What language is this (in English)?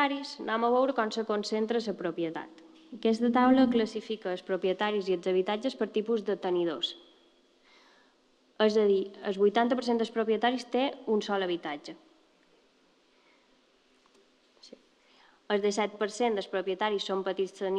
Catalan